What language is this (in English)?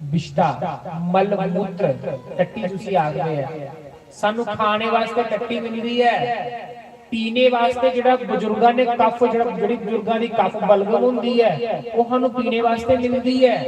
Dogri